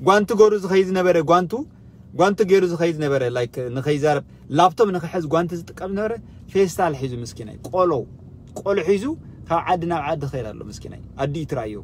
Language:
Tigrinya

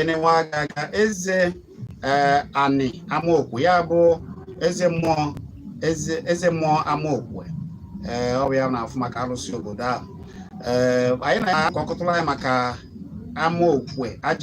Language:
Igbo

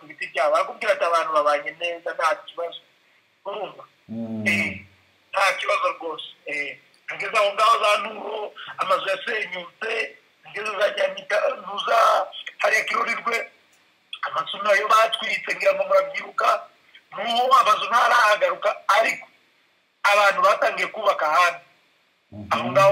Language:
Kinyarwanda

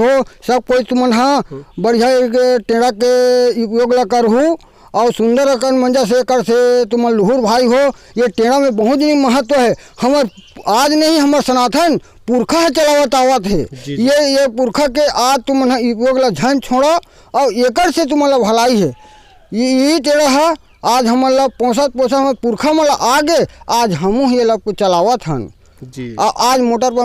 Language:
Chhattisgarhi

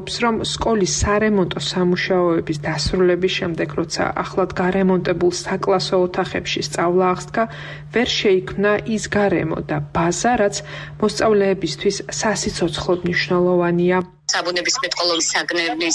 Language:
Georgian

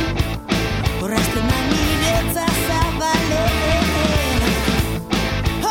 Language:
Basque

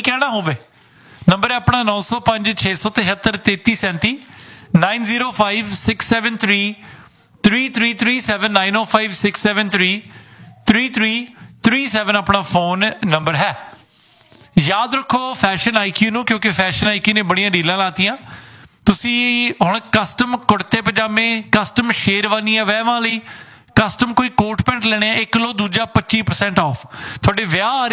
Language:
Punjabi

